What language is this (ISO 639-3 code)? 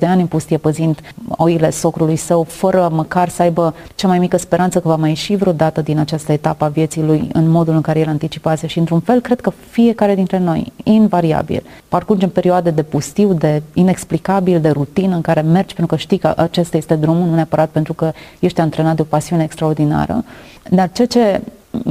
ron